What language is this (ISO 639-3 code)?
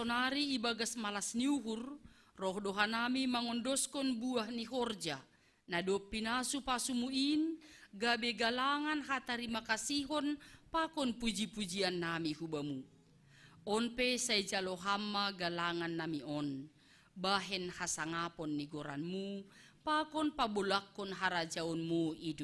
bts